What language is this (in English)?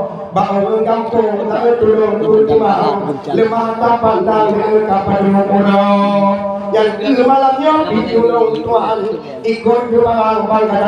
Achinese